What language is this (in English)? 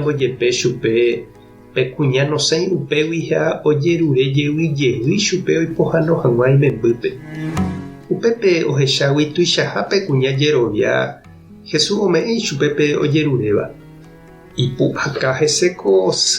Guarani